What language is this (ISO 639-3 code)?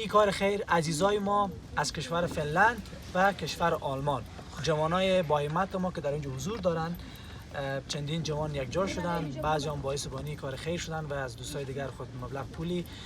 fas